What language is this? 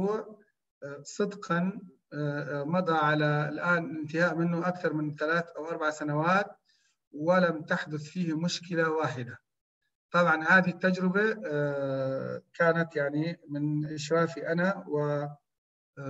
Arabic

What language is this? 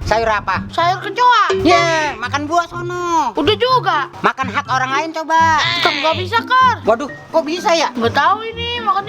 Betawi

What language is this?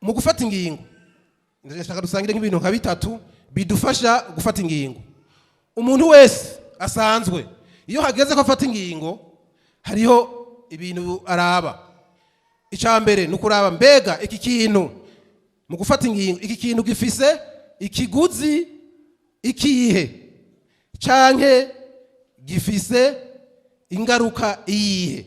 Rundi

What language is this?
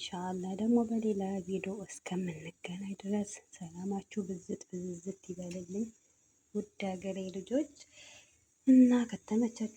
Amharic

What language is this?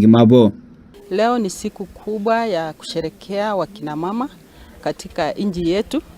Gusii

